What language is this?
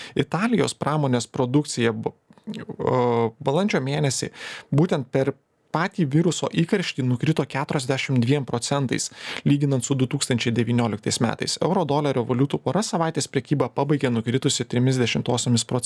Lithuanian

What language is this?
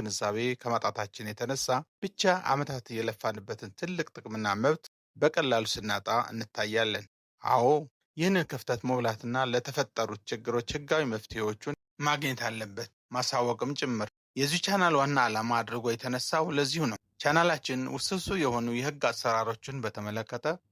Amharic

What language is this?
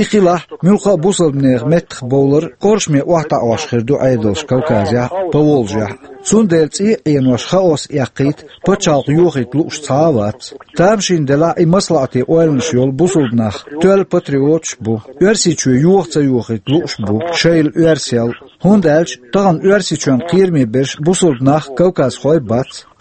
Chechen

